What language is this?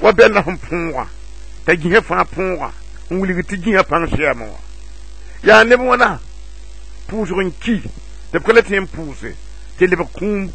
Mossi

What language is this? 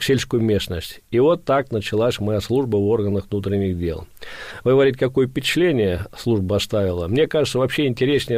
Russian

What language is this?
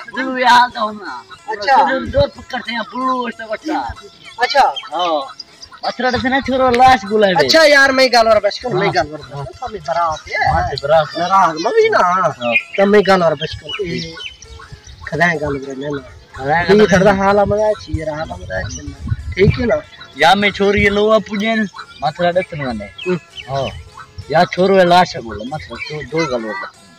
Saraiki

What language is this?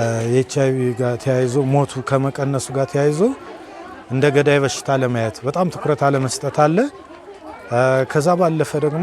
Amharic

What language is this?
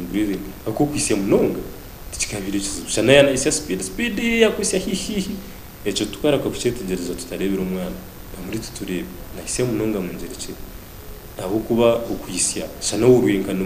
Nyankole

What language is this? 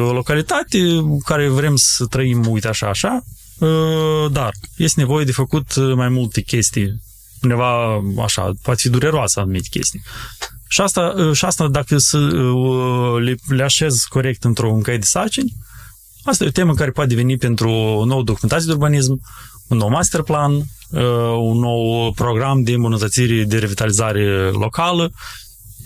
Romanian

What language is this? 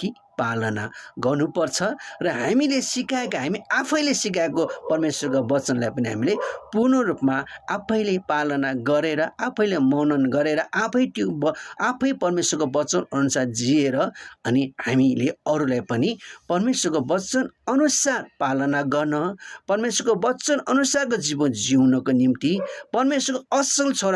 Nepali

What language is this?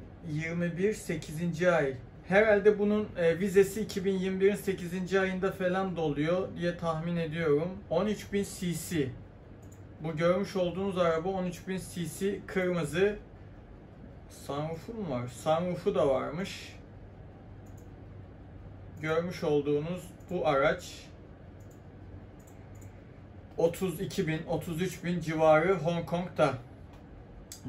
Turkish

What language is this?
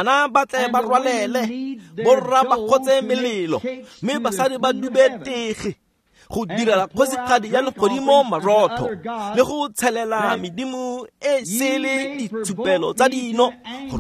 Tswana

